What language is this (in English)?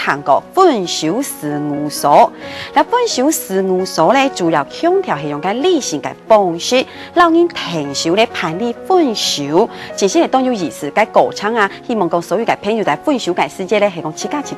Hakka Chinese